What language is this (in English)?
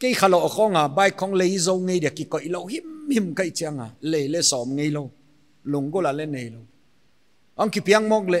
Paite Chin